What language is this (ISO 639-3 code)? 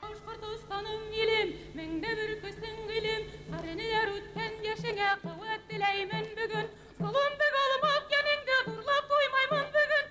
bak